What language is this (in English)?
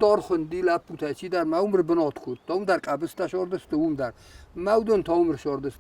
Ossetic